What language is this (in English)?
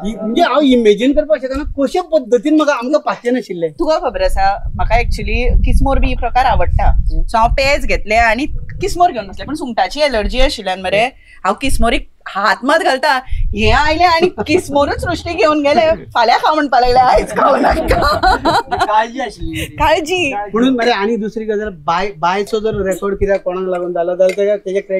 Konkani